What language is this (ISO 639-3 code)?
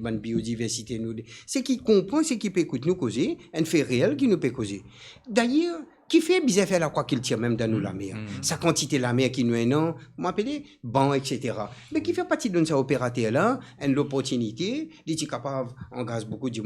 mfe